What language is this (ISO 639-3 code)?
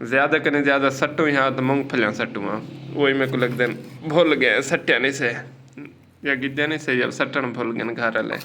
skr